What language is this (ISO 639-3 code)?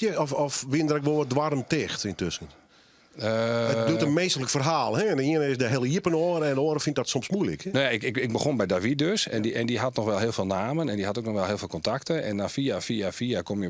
fry